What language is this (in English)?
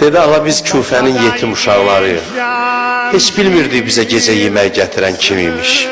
Azerbaijani